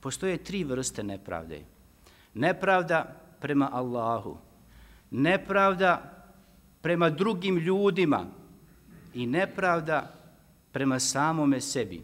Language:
Bosnian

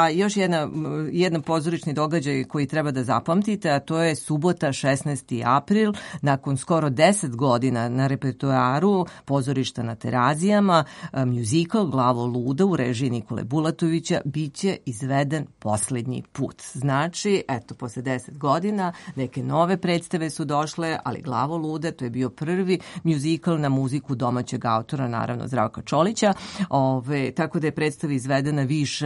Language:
Serbian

